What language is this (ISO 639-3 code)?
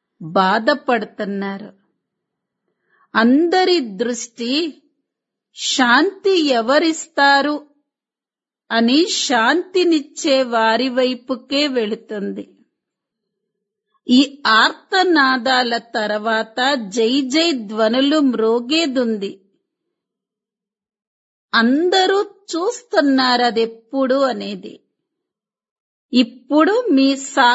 tel